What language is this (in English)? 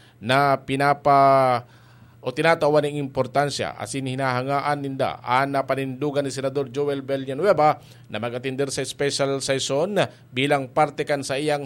Bikol